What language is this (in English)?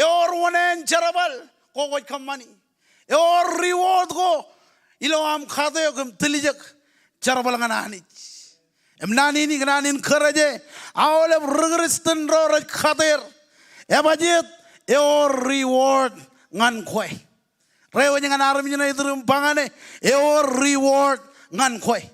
Marshallese